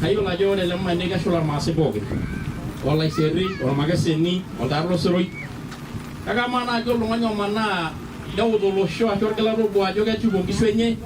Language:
Masai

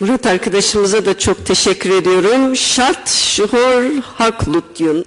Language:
Kurdish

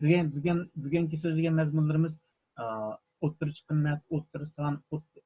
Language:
Uyghur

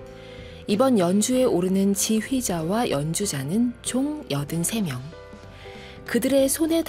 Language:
Korean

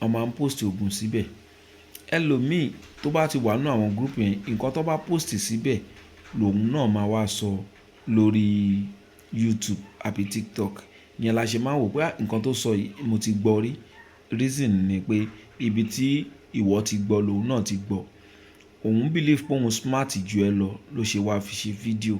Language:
Yoruba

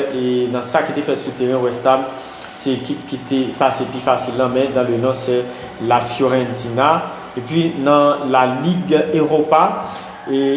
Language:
Haitian Creole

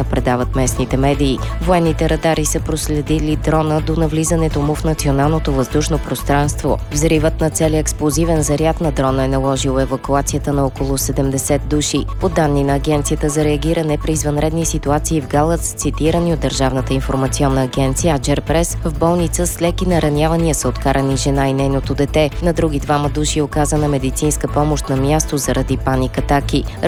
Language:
Bulgarian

